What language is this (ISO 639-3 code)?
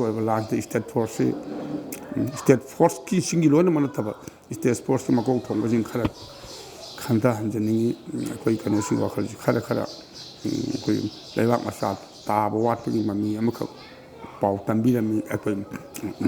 mni